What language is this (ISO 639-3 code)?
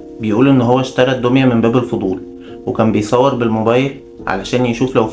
arz